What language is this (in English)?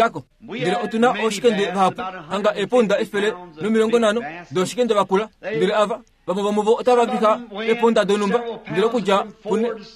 Kuanyama